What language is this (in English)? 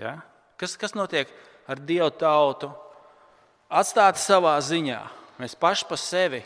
Latvian